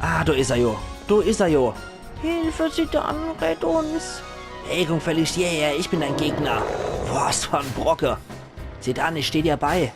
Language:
Palatine German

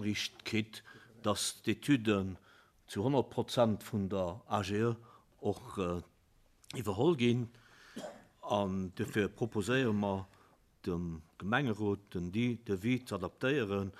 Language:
Luxembourgish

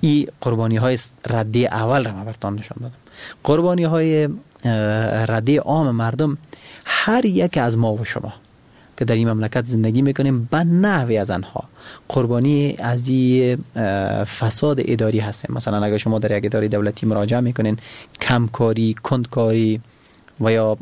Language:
Persian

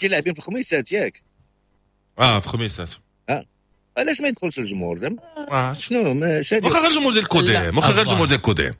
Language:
Moroccan Arabic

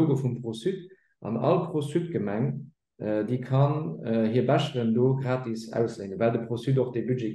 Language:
Luxembourgish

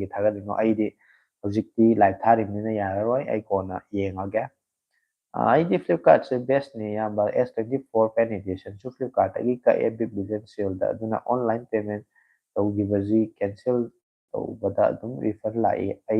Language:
Manipuri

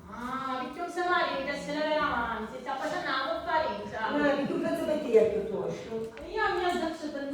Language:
Sicilian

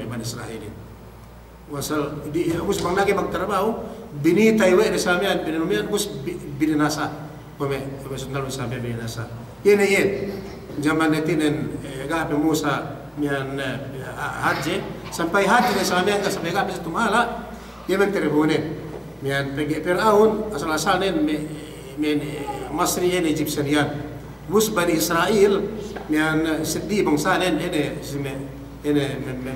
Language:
Yakan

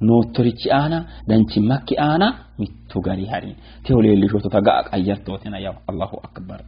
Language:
Sidamo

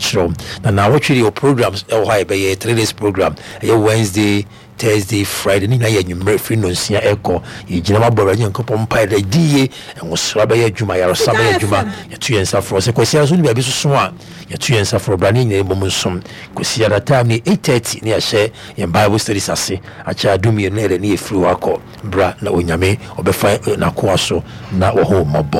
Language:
Akan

